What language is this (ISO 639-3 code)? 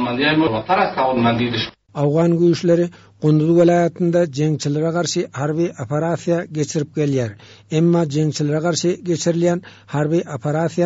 tuk